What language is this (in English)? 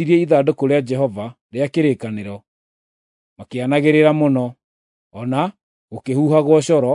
Kikuyu